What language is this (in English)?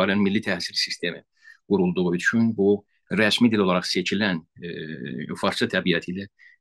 South Azerbaijani